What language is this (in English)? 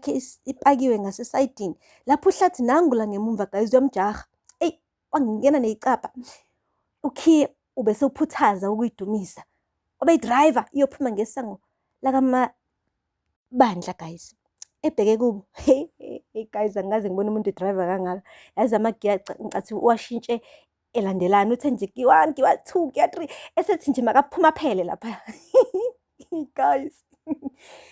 Zulu